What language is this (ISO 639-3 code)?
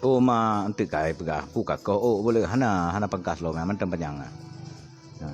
ace